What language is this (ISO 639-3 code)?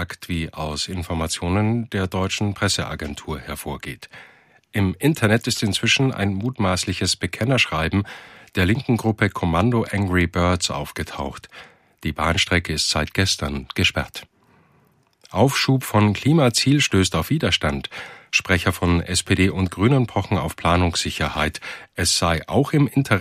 deu